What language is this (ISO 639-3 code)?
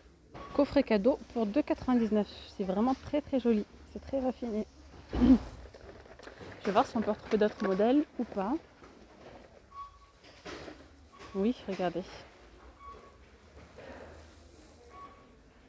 fra